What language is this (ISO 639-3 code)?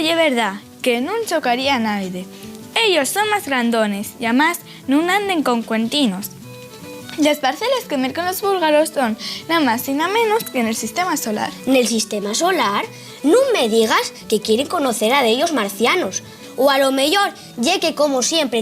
ast